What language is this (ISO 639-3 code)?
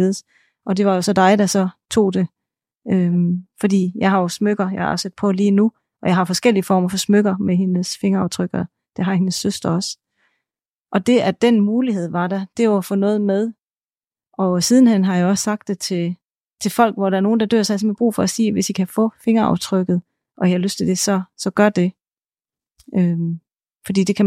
dan